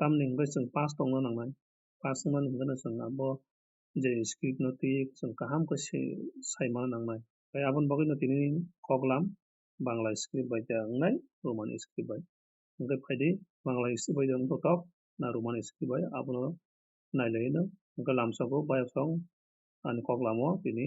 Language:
Kok Borok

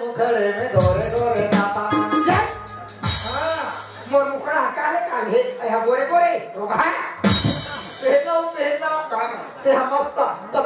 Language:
Chhattisgarhi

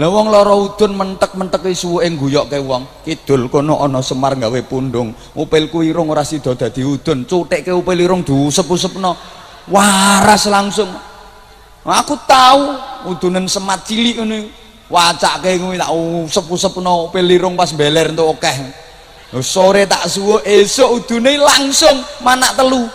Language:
Javanese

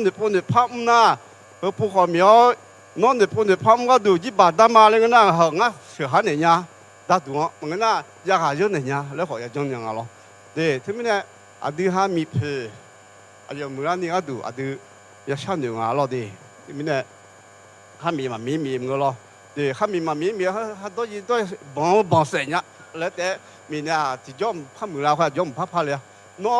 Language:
Akha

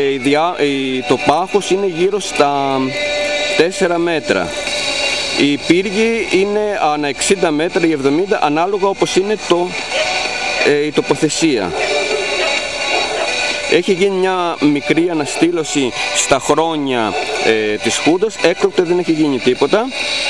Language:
Greek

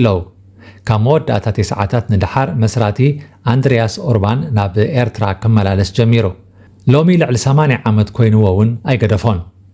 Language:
Tigrinya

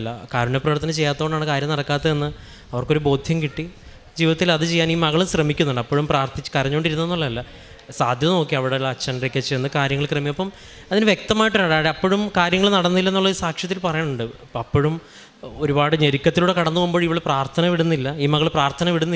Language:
Malayalam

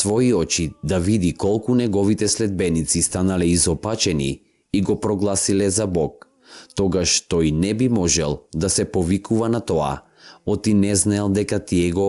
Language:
Macedonian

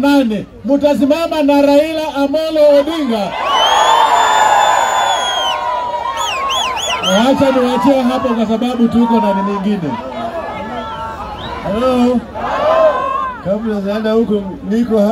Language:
Swahili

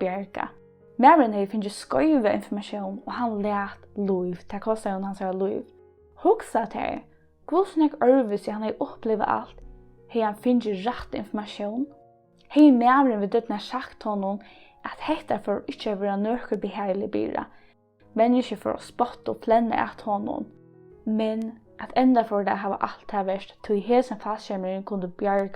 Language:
Faroese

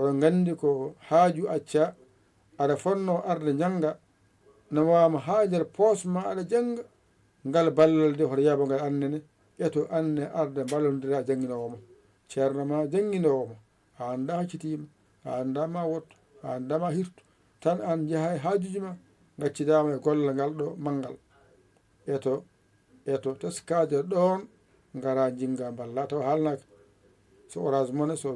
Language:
Fula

